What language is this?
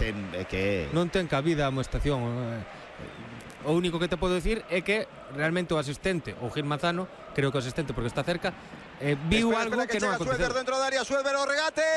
Galician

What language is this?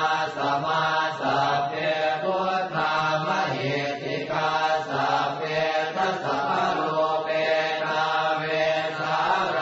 Pali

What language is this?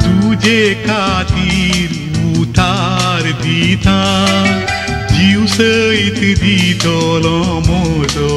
Konkani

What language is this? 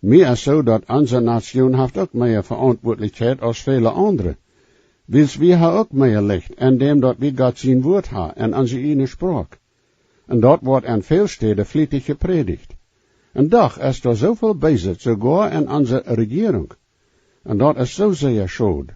Plautdietsch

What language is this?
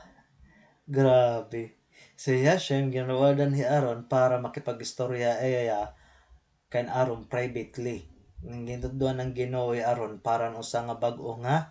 Waray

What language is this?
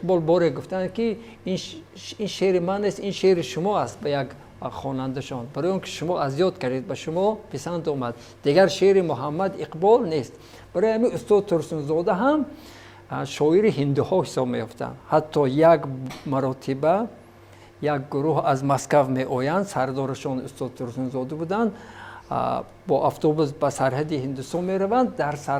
Tajik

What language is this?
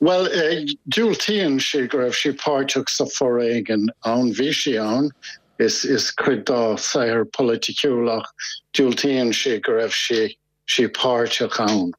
Irish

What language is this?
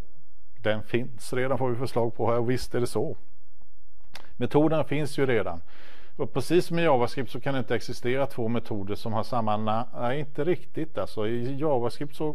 Swedish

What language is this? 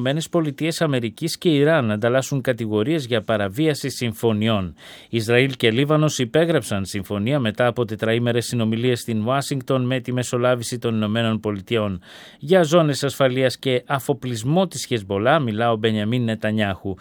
Greek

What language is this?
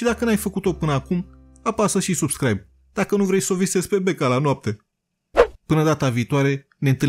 Romanian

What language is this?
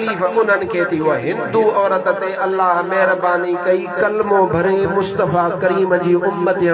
Sindhi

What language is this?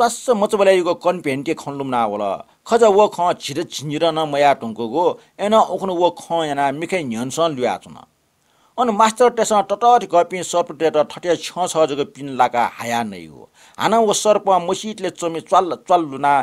Newari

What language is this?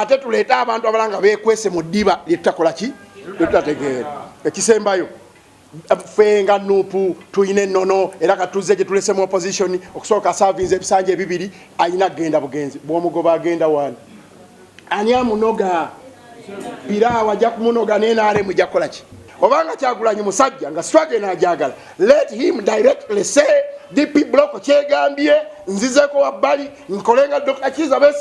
Ganda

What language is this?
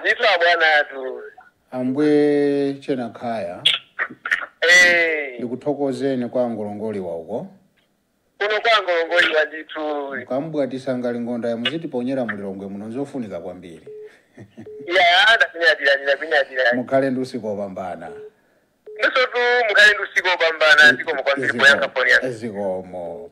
Nyanja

